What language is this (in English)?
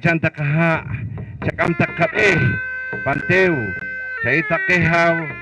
Poqomchi'